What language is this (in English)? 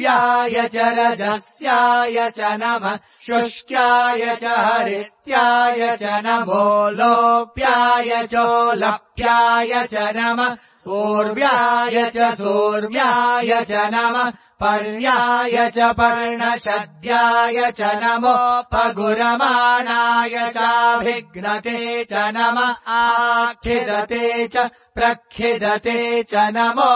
Sanskrit